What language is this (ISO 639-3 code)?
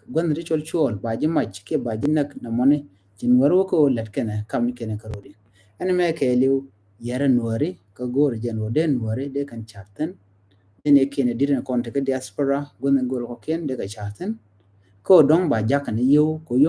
nus